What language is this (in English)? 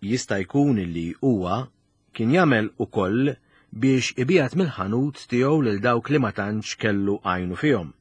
Maltese